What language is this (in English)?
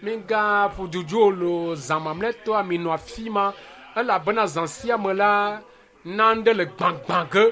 Ewe